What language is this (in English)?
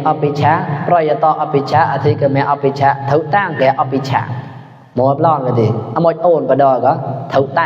Mon